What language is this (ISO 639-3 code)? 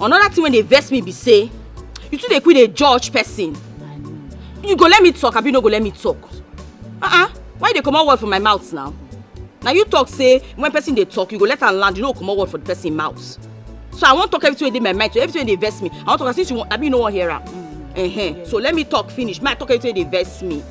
pcm